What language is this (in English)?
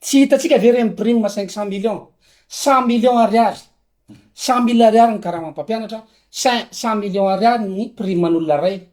Malagasy